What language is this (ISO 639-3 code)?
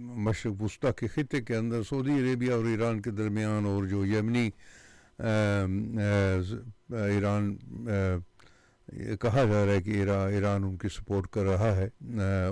urd